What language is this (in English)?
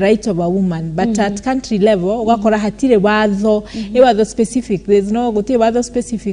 Kikuyu